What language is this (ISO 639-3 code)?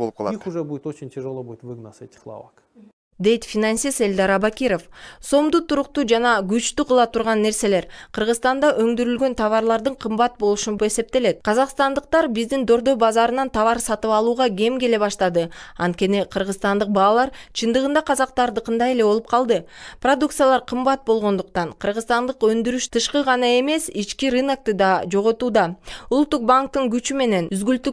kir